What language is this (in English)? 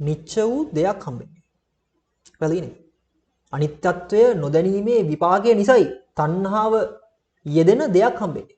Sinhala